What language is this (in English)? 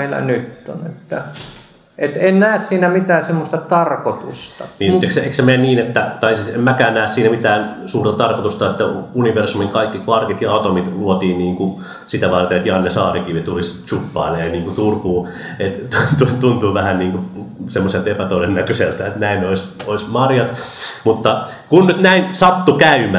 Finnish